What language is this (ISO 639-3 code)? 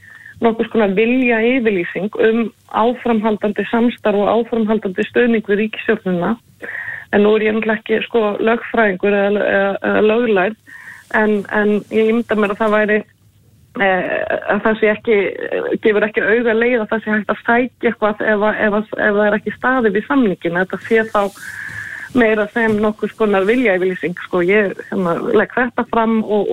isl